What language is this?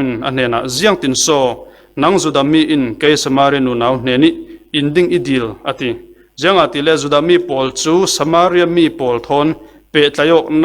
Falam Chin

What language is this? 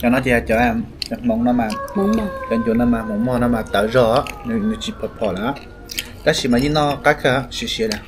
Hmong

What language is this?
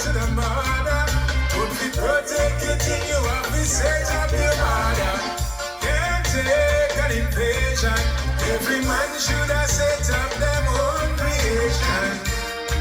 Jamaican Creole English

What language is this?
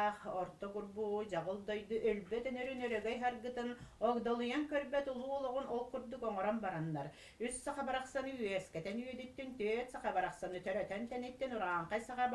Yakut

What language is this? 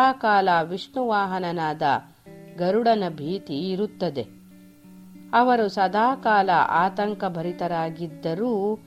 Kannada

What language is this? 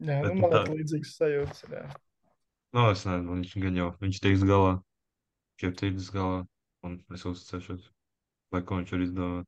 Latvian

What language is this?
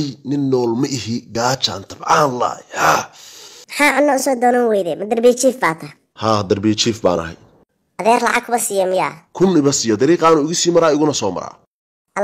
Somali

